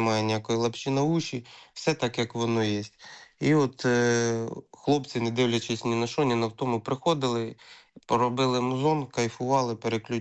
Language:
Ukrainian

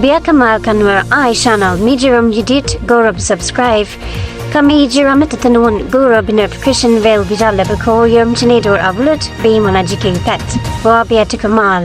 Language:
Nuer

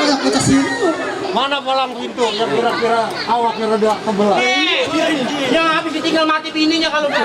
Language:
Betawi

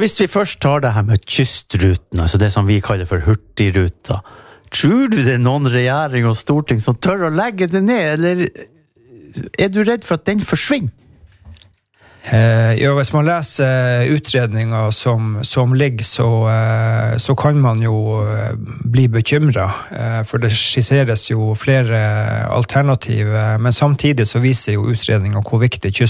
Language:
Norwegian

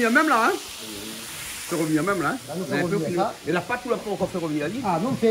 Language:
Réunion Creole French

